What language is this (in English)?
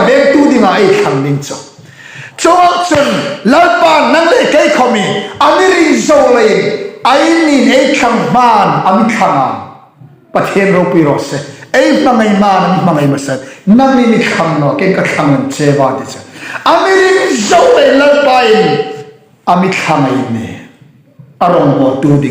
Hmar